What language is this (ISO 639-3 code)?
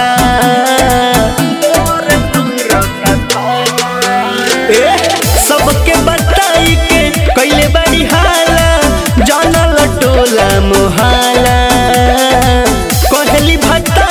bho